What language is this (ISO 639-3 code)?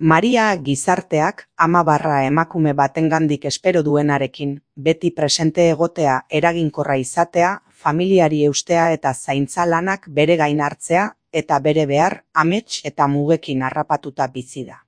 eus